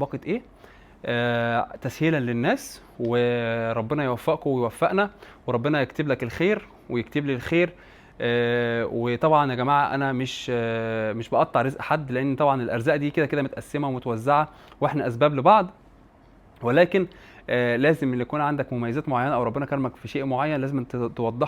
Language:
Egyptian Arabic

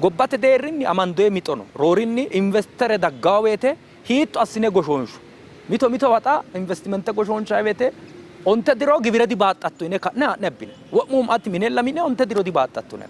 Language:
Sidamo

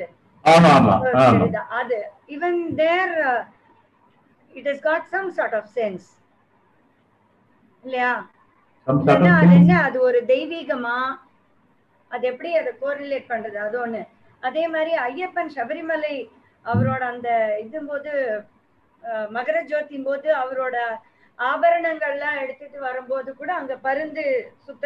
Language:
Tamil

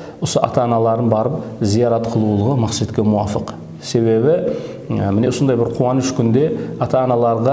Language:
Kara-Kalpak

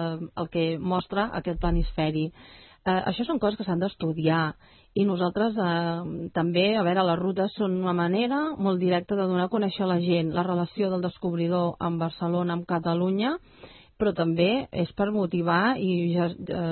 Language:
Catalan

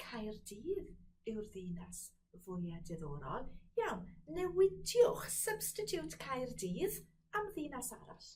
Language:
Welsh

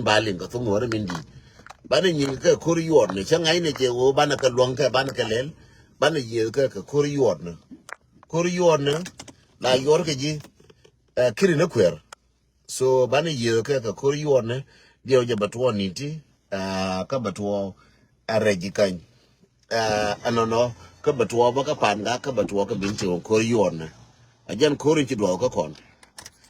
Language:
Nuer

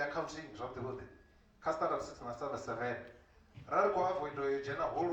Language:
Venda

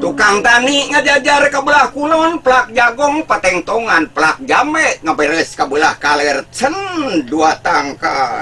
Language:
Sundanese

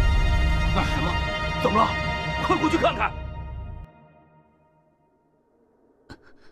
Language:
Chinese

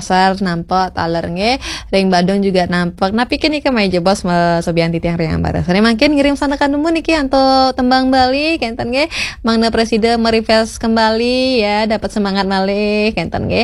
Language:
Balinese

